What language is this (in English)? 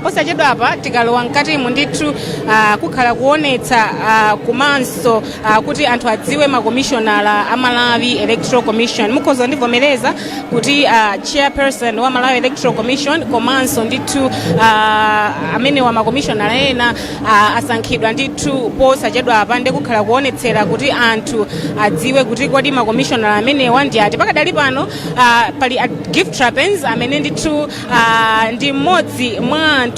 Nyanja